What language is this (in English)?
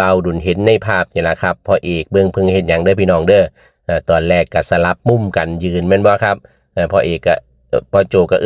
Northeastern Thai